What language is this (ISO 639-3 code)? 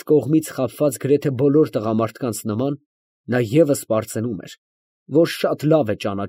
hye